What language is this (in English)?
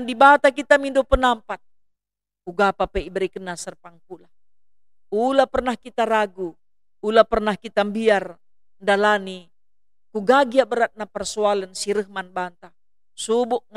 Batak Karo